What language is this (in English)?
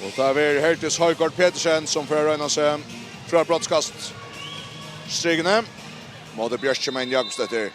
Faroese